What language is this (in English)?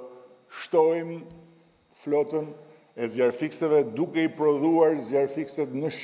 Albanian